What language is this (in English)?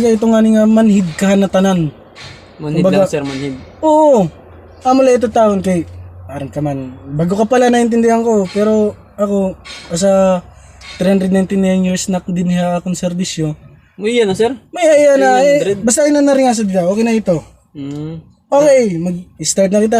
Waray